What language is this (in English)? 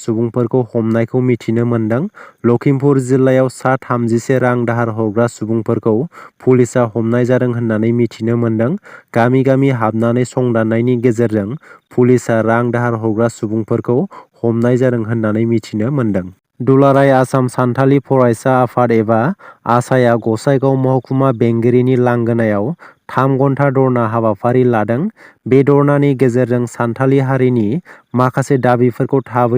Bodo